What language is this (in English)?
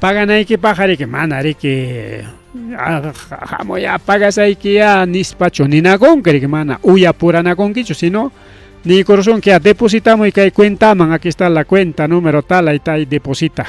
Ayacucho Quechua